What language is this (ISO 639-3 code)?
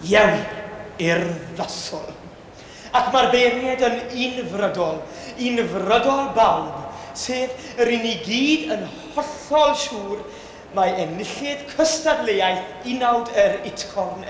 cym